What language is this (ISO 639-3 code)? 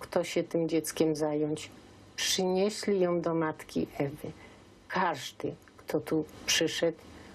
szl